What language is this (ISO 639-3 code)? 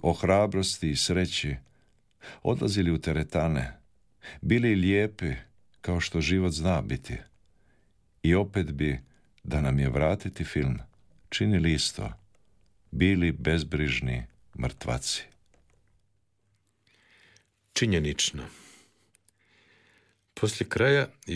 hrv